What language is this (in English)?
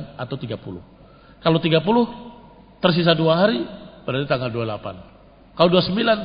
Indonesian